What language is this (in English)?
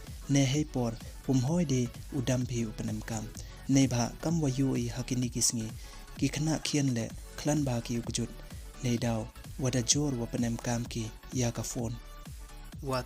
Pnar